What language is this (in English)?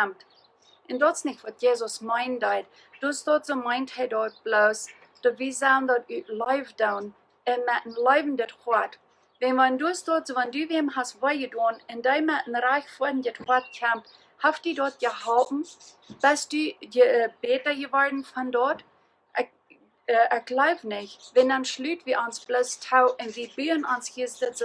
Plautdietsch